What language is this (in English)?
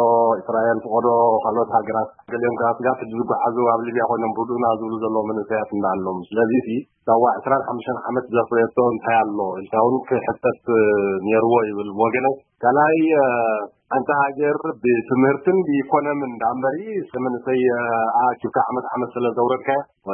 Tigrinya